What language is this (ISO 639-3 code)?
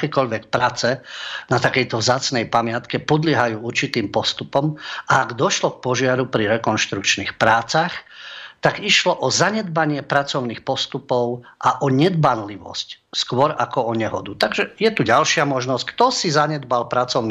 slk